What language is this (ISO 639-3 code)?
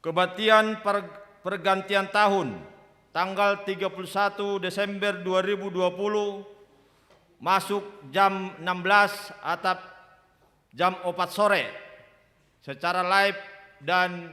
bts